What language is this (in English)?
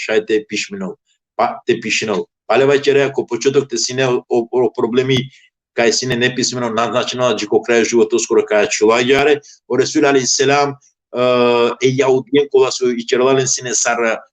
Balkan Romani